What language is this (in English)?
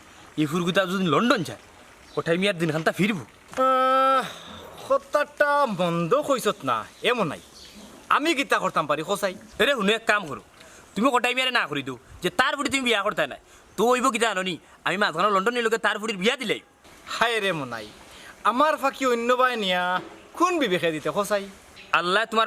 Sylheti